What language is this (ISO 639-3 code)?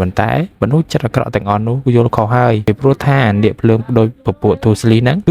khm